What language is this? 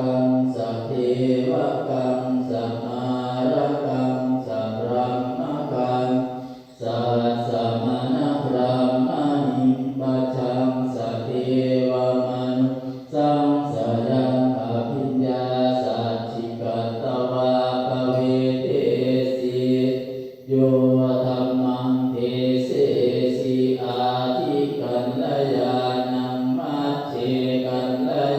Pali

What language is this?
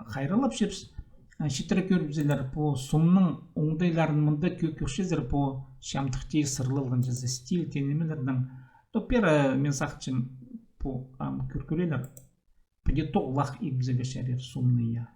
Khakas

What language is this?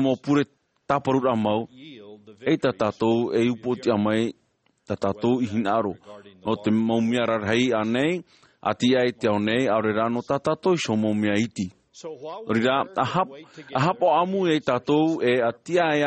Tahitian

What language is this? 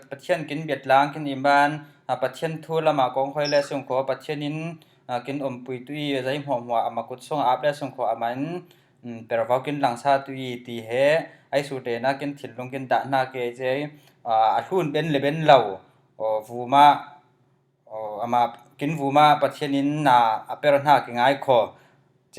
Falam Chin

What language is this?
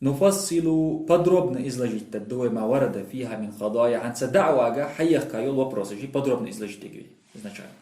Ingush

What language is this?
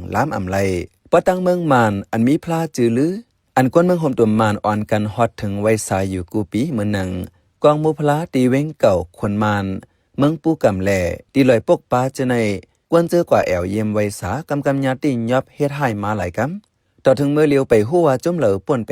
Shan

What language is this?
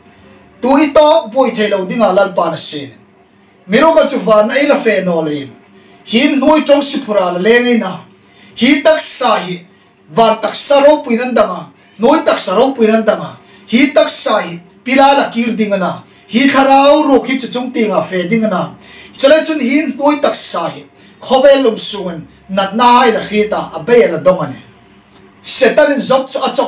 Hmar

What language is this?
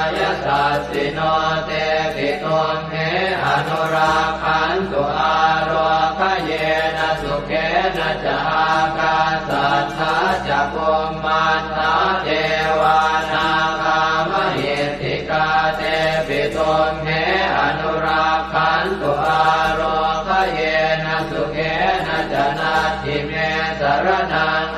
Pali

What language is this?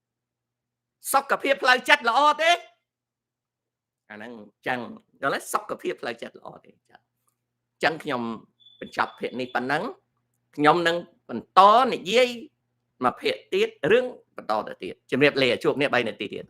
Khmer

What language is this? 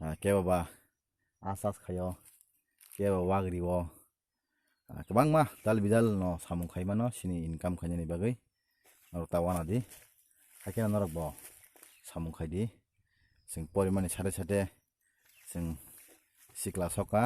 Kok Borok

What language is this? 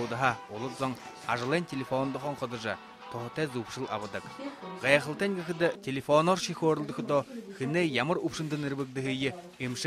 Buriat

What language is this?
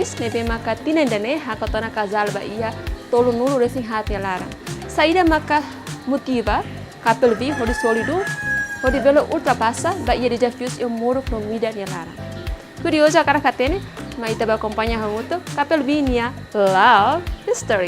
Tetum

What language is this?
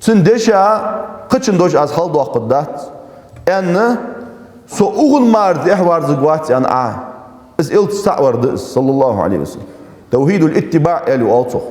Ingush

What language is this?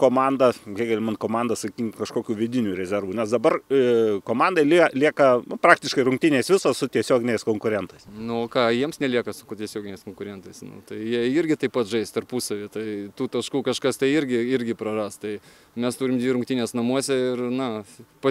Lithuanian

